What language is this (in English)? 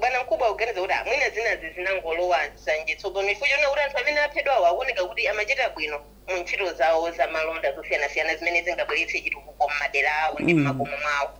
Nyanja